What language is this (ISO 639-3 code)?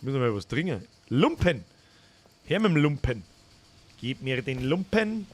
bar